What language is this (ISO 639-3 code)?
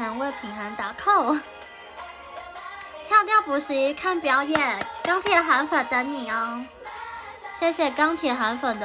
zho